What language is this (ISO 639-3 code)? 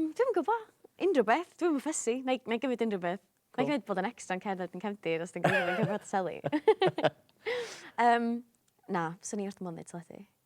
cym